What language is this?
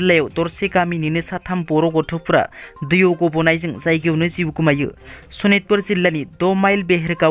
Bodo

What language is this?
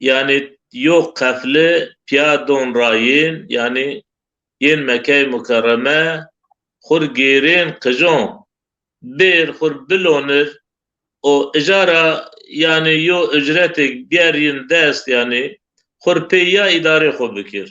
Zaza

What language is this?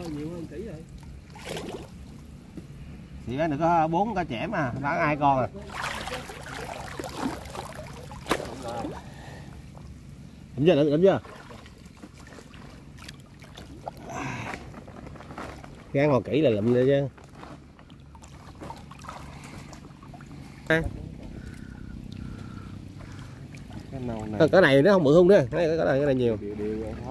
Vietnamese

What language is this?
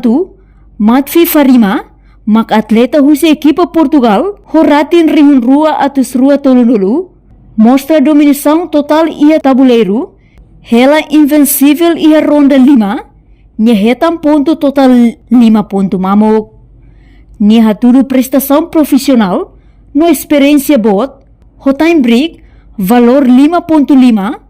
Tetum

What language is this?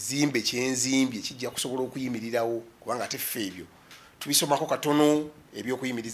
Ganda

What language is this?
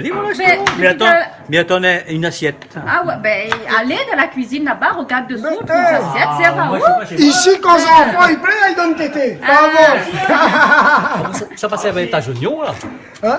Réunion Creole French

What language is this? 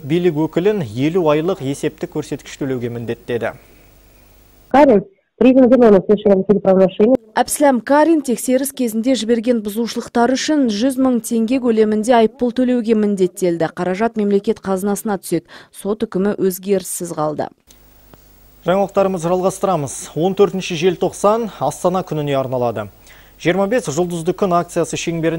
Kazakh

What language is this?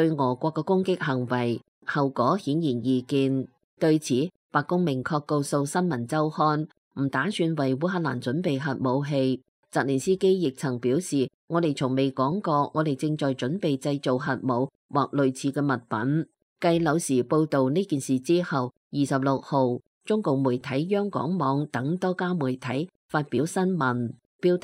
Cantonese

